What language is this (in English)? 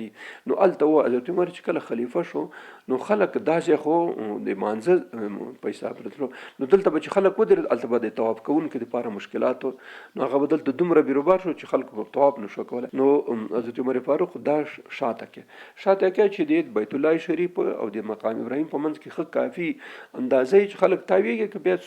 Pashto